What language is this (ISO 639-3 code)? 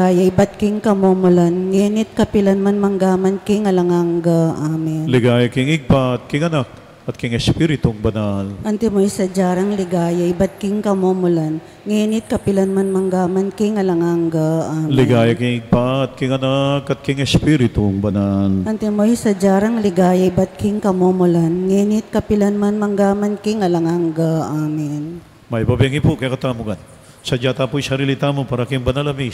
pam